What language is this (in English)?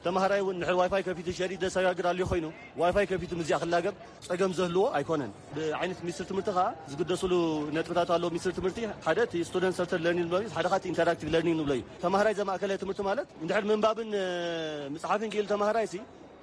Tigrinya